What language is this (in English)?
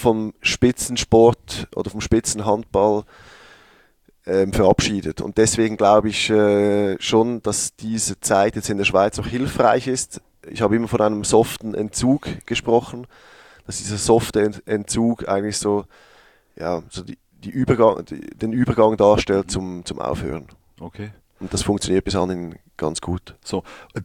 German